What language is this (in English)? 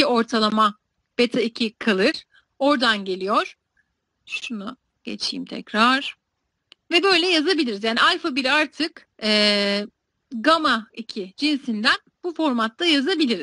Turkish